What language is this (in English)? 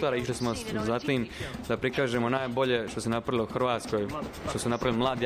Croatian